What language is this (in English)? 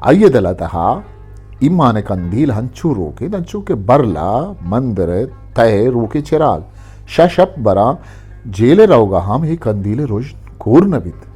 Eastern Balochi